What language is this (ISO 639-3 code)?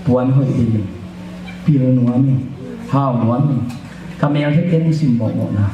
ctd